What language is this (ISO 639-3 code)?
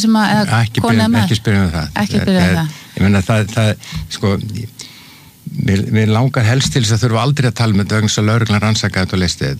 isl